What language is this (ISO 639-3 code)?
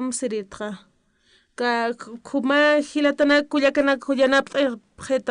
aym